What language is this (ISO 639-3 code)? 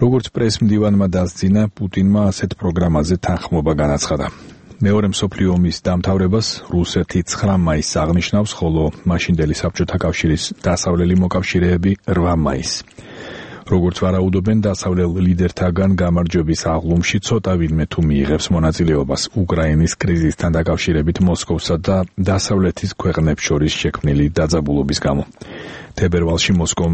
kat